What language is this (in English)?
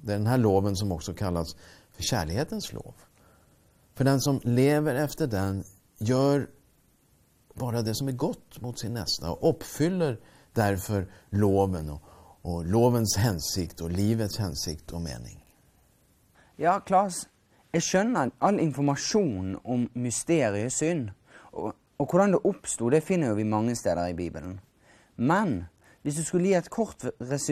Norwegian